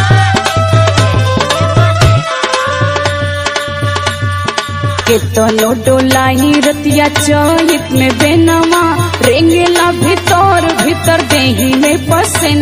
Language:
Bhojpuri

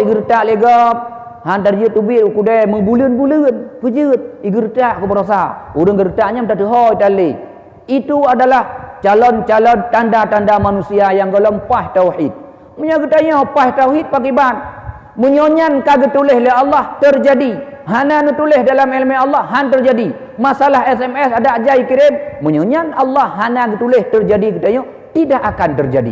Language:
Achinese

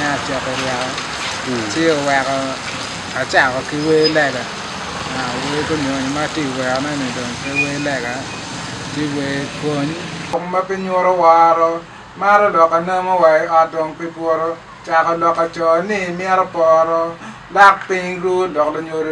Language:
Acoli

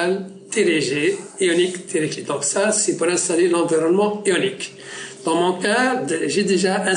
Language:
French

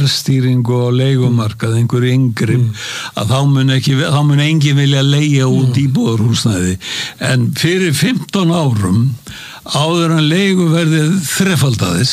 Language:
Icelandic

